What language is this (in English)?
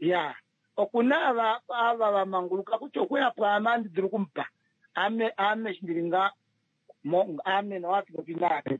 Kuanyama